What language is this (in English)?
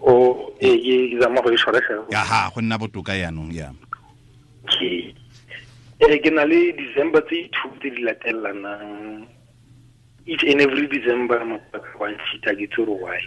Tswana